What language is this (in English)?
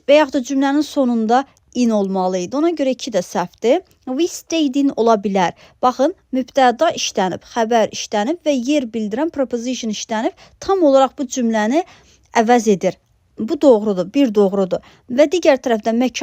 Azerbaijani